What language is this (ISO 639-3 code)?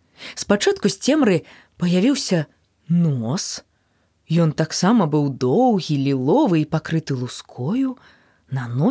bel